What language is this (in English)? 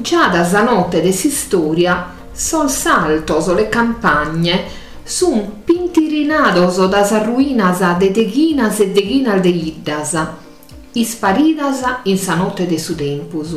Sardinian